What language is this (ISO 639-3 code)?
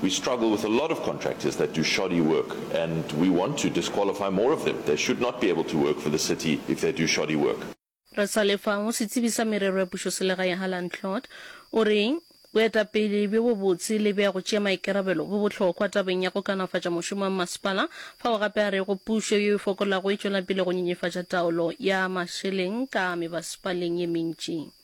nso